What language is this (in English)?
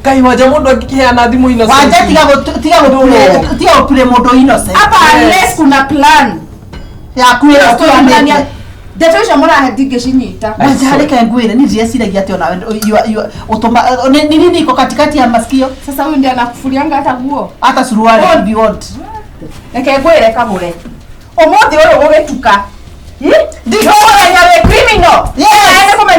Kikuyu